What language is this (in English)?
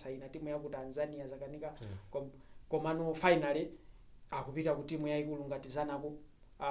Nyanja